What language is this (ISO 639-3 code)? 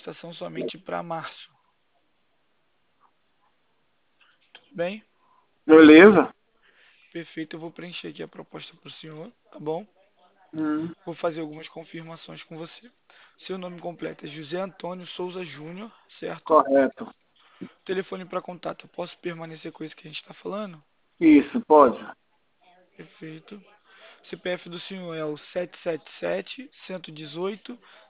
por